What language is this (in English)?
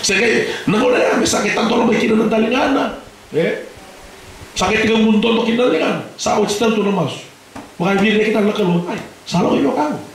Fijian